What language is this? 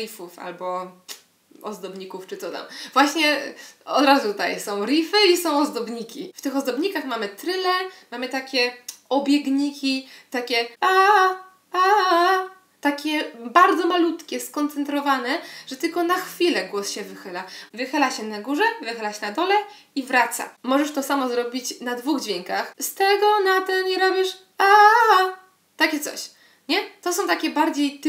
Polish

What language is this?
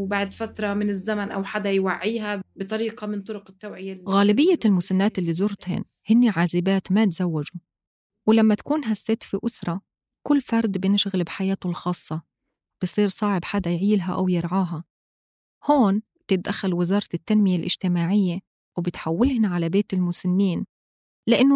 North Levantine Arabic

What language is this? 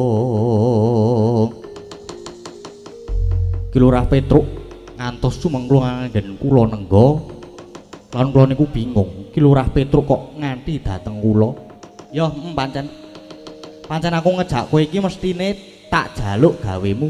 Javanese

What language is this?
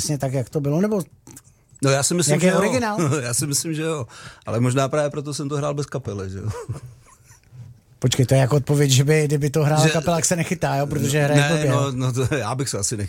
Czech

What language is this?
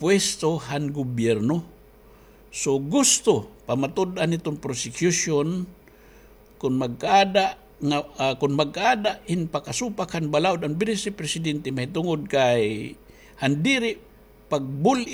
Waray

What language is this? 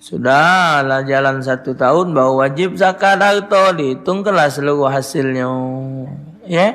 Musi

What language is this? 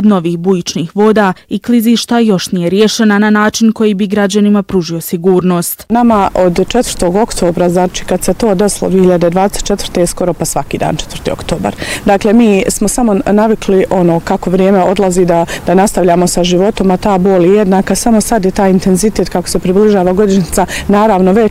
Bosnian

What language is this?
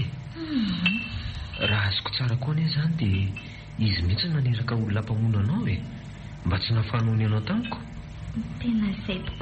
Malagasy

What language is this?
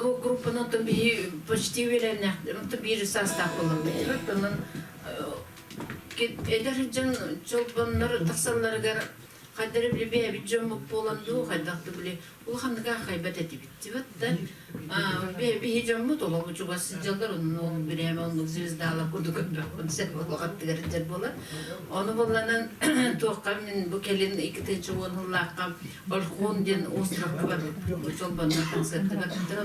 Yakut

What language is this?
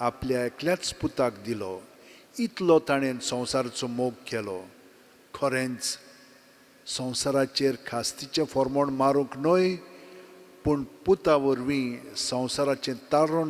Konkani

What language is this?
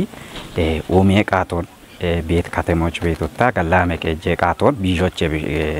Kafa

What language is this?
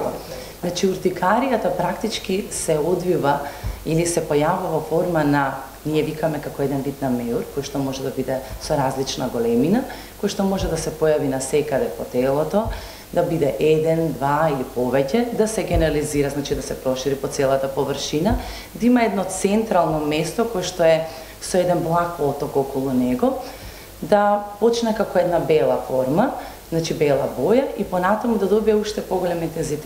Macedonian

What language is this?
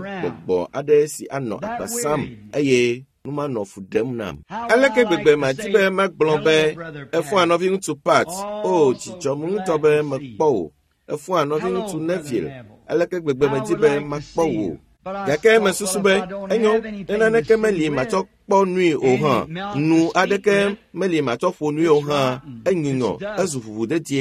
Ewe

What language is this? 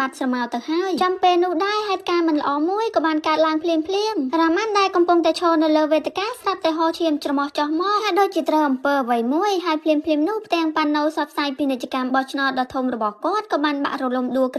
Khmer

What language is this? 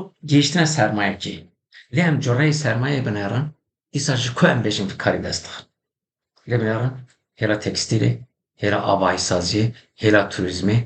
Kurdish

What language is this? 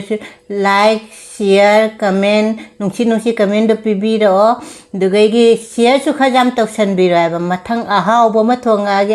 Manipuri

